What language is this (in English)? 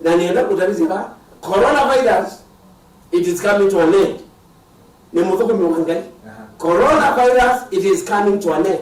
Kamba